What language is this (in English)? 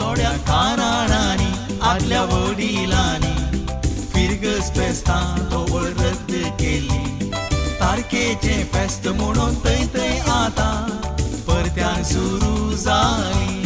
Konkani